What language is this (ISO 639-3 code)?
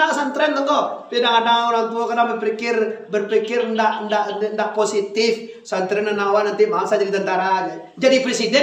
min